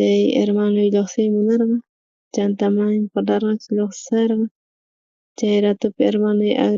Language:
South Bolivian Quechua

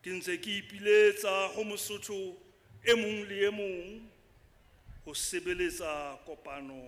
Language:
Southern Sotho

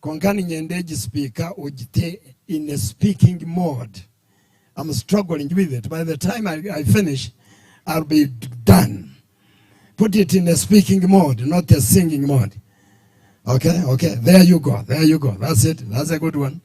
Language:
Nyankole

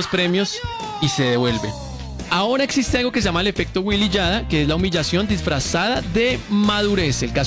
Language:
Spanish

